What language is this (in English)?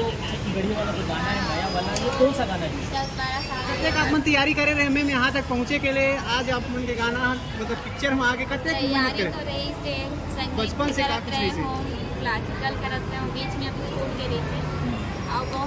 Chhattisgarhi